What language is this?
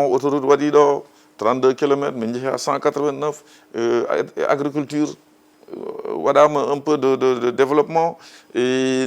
Fula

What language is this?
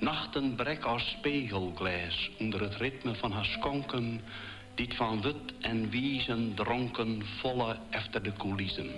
Western Frisian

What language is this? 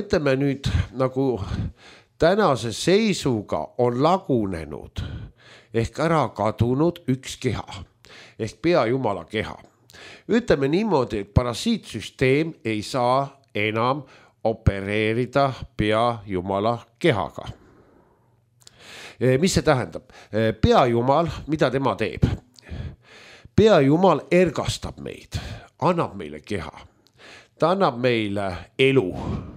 Estonian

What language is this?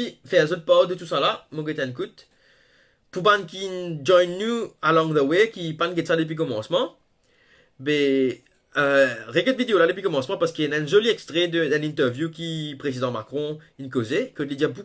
Morisyen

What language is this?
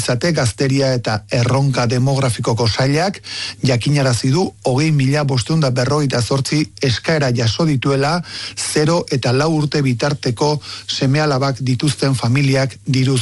Basque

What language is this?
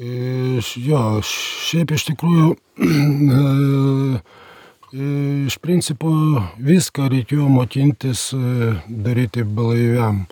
Lithuanian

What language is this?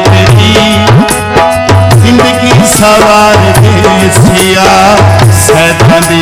Saraiki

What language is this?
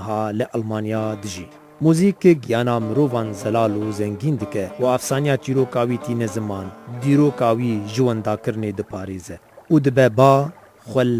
Kurdish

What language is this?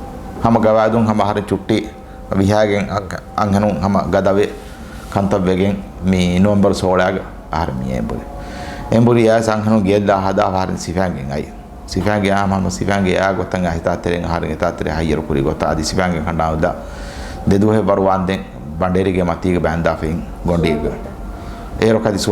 Divehi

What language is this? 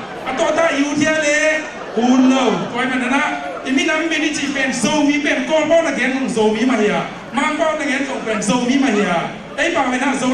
Tedim Chin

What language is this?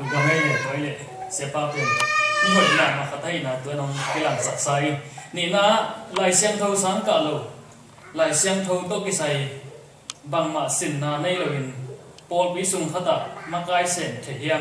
Tedim Chin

